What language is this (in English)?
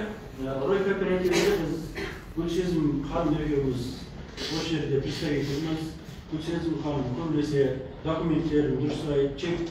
Kazakh